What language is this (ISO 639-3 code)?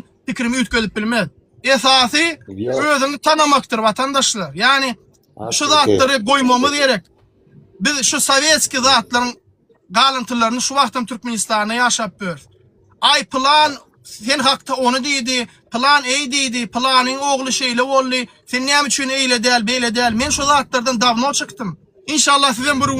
tuk